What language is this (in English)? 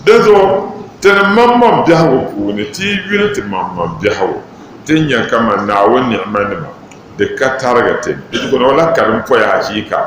Dagbani